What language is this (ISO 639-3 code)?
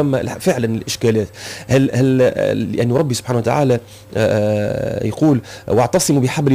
aeb